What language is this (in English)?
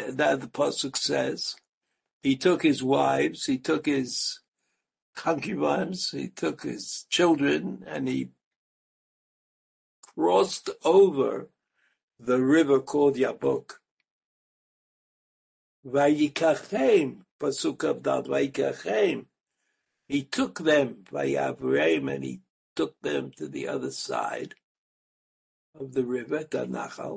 English